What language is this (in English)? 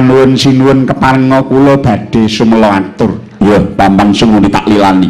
Javanese